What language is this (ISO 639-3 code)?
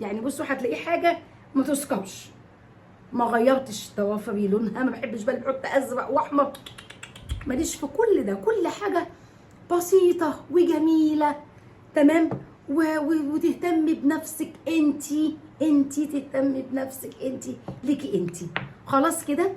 arz